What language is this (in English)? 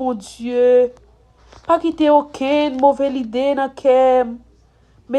Haitian Creole